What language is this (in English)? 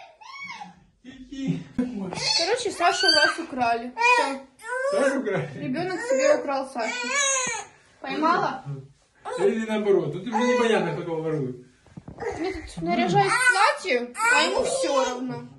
Russian